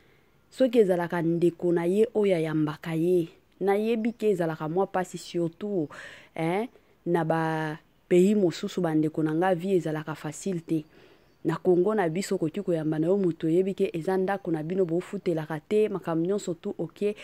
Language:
Lingala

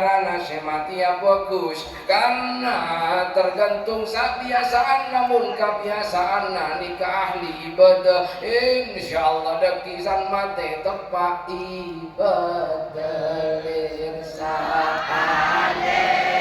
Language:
Madurese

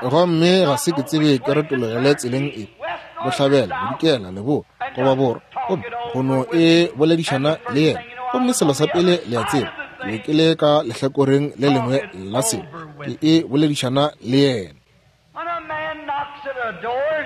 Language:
Northern Sotho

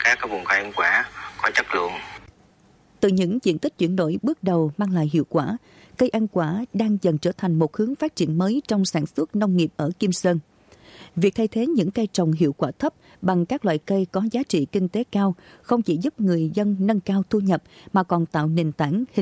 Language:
Vietnamese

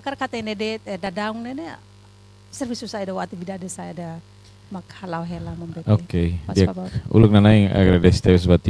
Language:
Tetum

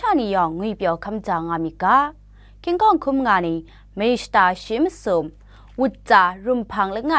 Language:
Kachin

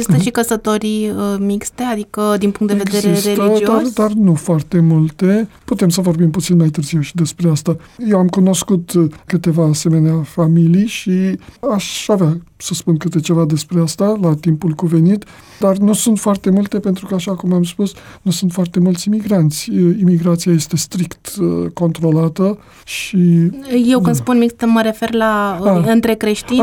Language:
Romanian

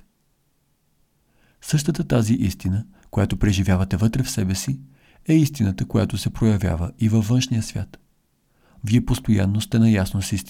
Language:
Bulgarian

